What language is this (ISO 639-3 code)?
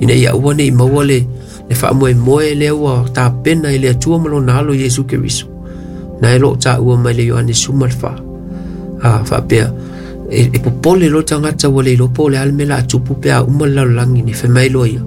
smo